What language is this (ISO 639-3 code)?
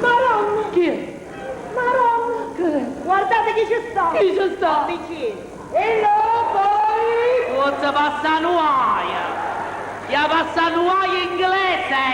nap